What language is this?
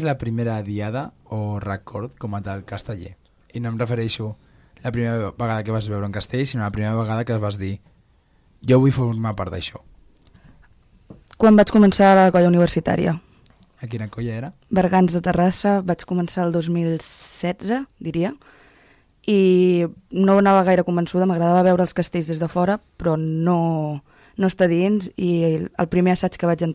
Catalan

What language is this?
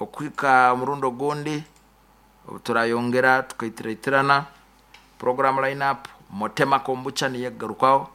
Nyoro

